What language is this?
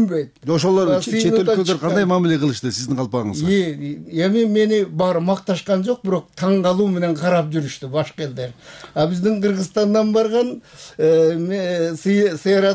Kyrgyz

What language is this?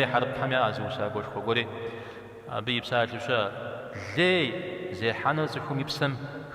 Kabardian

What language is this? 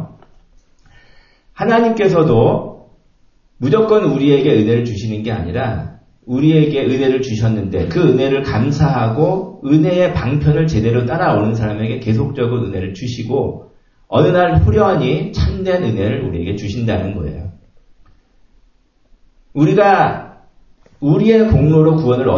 Korean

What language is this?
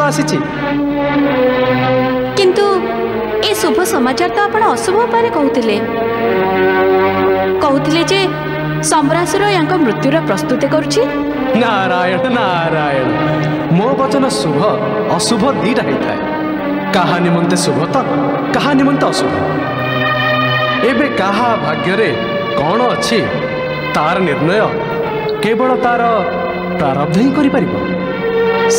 Odia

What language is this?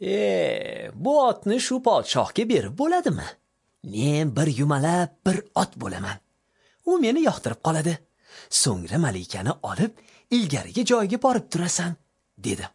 Uzbek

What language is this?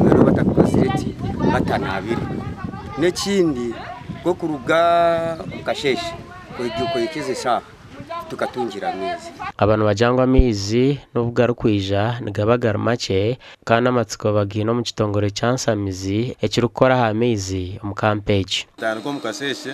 Nyankole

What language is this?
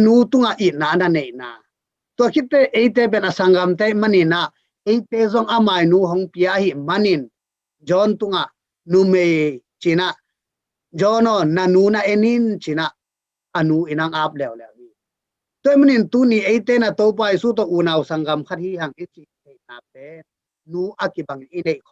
Tedim Chin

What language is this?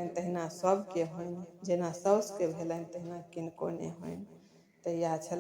Maithili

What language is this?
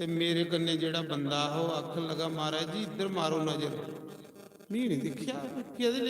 Dogri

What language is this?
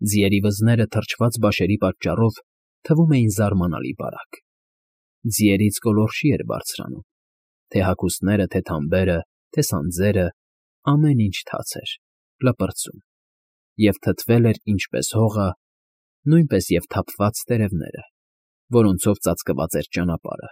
Armenian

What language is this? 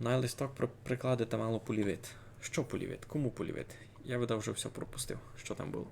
Rusyn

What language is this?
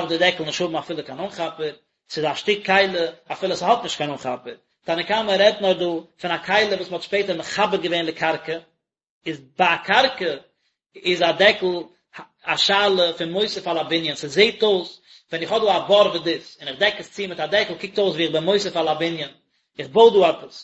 Yiddish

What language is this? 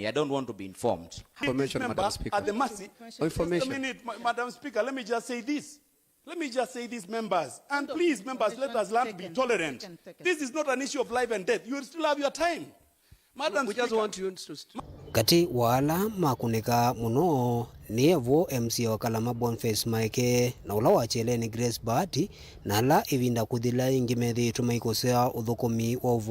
Kamba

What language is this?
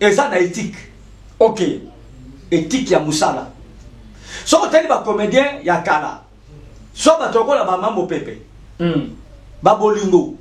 Lingala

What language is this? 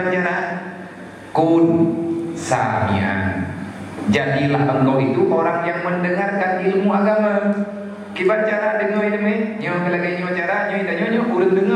Achinese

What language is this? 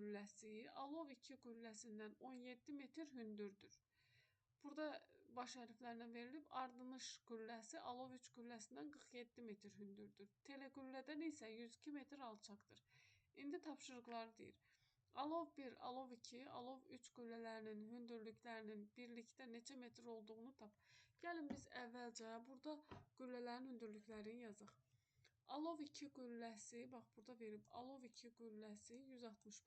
Azerbaijani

